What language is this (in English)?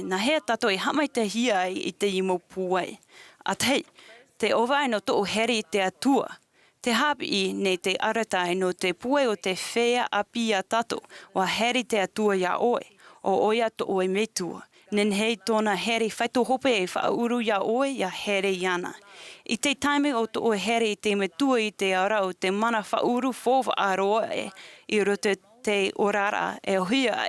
Tahitian